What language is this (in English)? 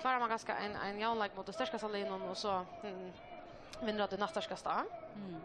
Faroese